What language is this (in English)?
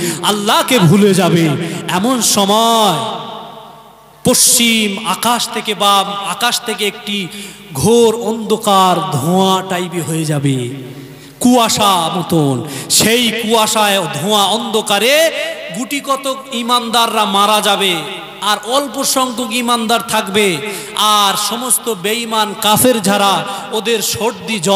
Bangla